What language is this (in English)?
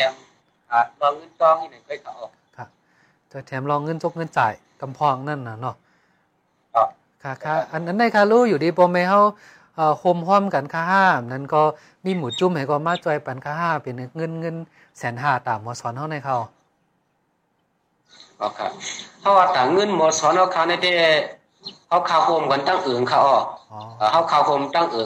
Thai